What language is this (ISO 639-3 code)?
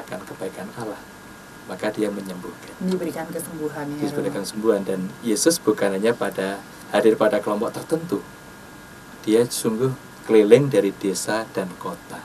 ind